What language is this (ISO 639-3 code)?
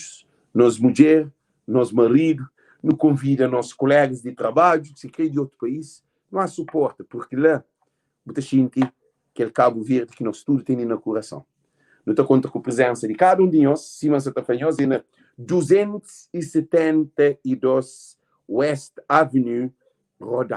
kea